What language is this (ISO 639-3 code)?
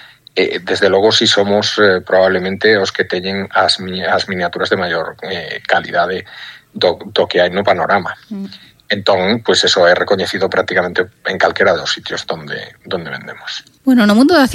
glg